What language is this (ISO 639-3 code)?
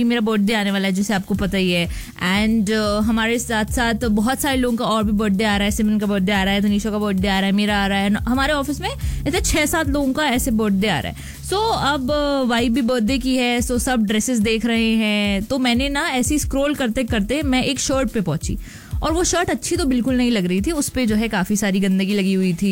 hin